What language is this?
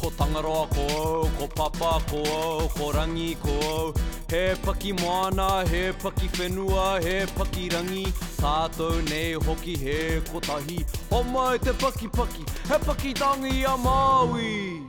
Māori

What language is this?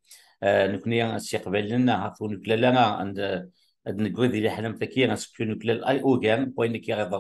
Kabyle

